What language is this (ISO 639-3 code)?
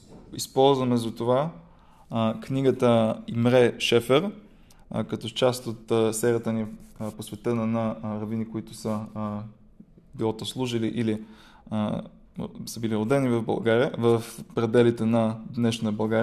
bul